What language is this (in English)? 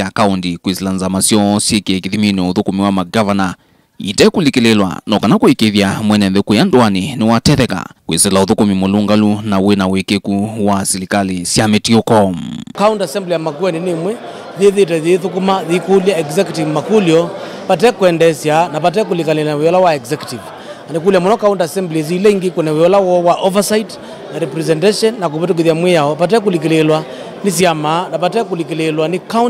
Kamba